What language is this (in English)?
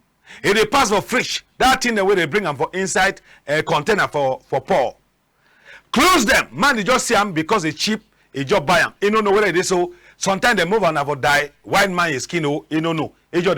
Cameroon Pidgin